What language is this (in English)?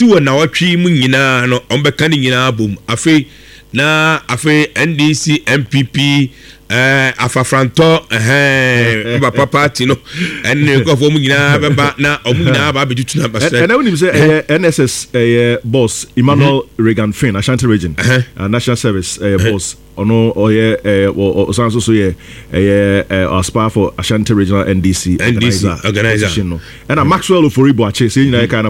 Akan